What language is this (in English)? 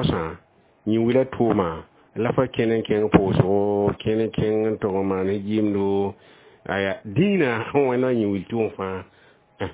Mossi